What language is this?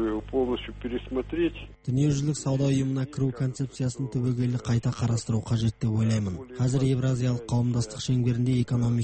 Kazakh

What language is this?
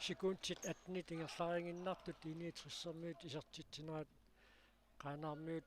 Kalaallisut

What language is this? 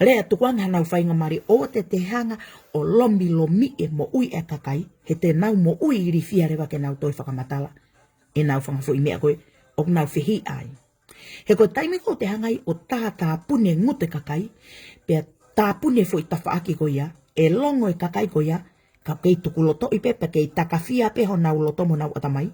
Tongan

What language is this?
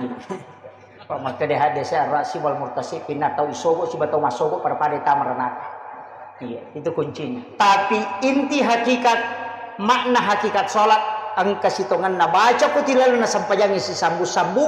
Buginese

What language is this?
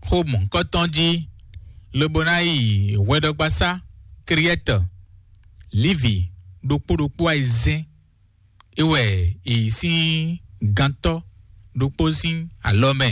Fon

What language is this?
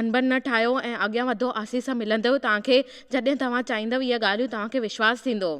Sindhi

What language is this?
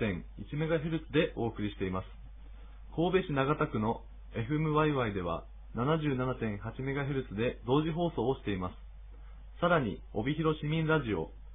Japanese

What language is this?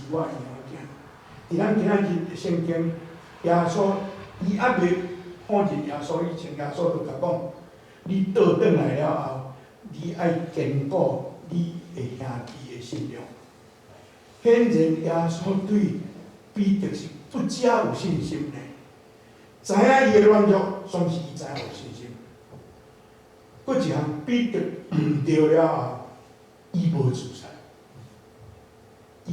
Min Nan Chinese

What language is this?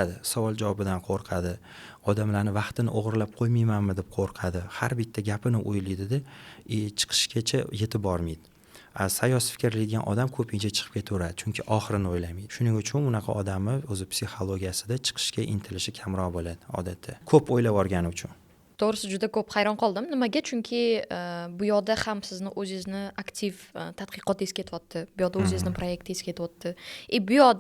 Uzbek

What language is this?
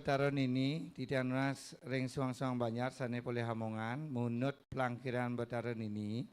Balinese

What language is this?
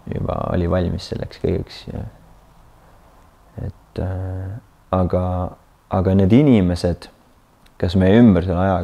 Estonian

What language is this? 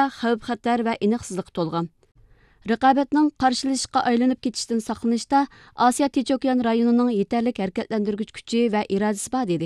Uyghur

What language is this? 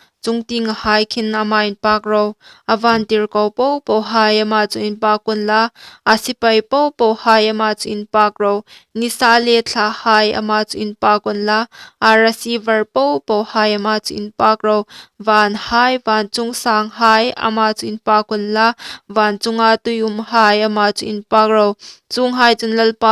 Hmar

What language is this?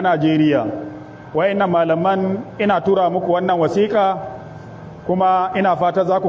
Hausa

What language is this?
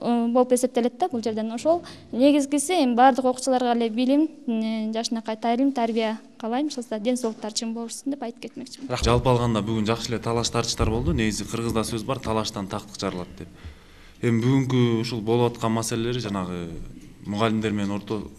Kyrgyz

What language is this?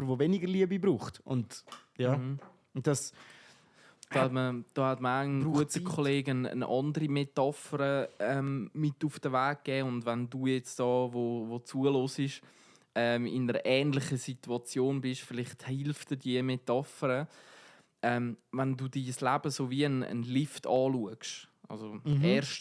Swiss German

